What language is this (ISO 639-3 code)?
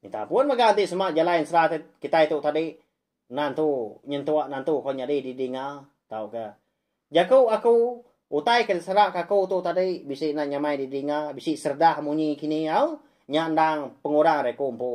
iba